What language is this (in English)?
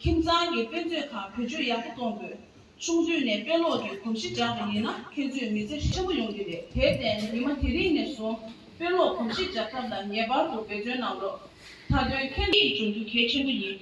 Tibetan